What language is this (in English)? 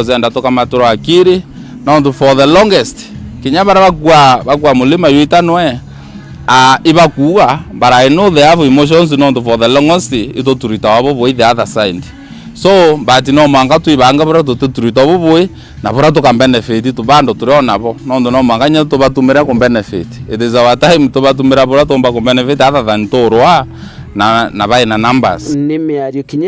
Meru